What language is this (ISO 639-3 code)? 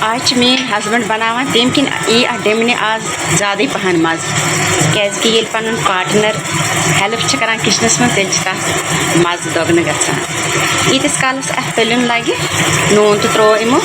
kas